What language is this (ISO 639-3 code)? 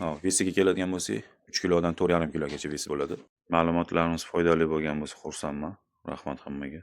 uzb